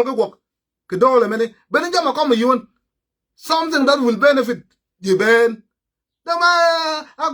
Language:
Nuer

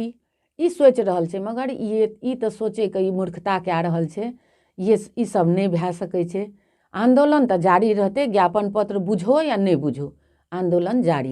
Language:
Maithili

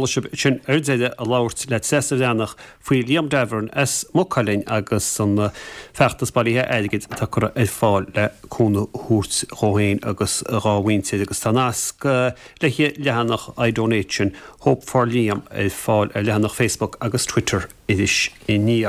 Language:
Irish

